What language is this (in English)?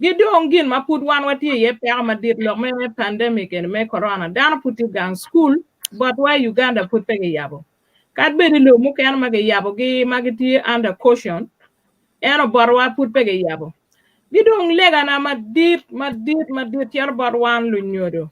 Acoli